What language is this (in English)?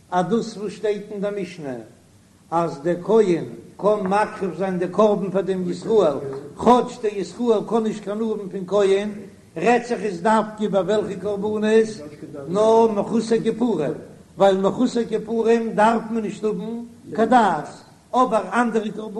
Yiddish